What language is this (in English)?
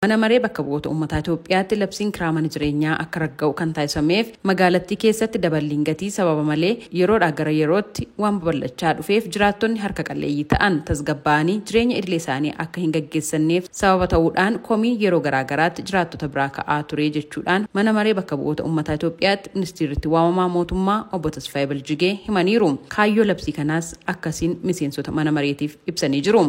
Oromo